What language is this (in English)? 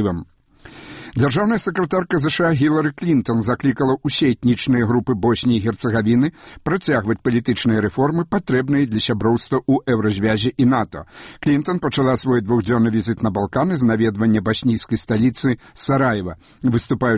Belarusian